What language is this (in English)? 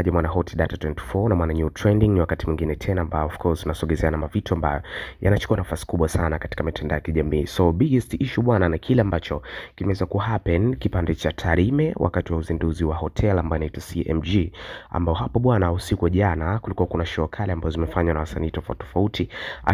Swahili